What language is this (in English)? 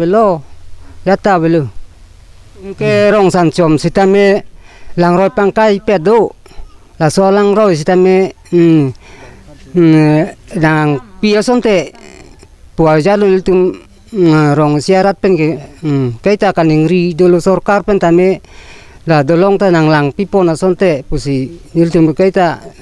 Karbi